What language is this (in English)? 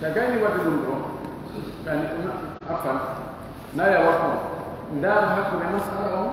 Pular